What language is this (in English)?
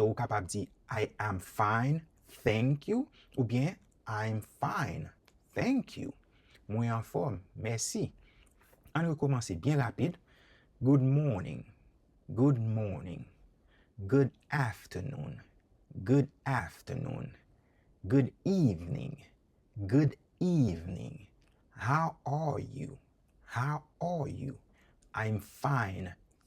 Haitian Creole